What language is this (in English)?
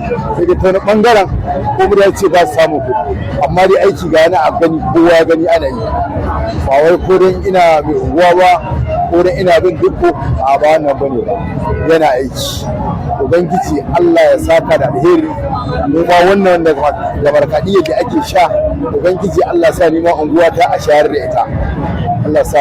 Hausa